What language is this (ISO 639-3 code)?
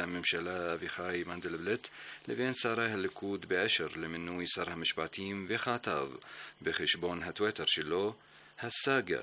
heb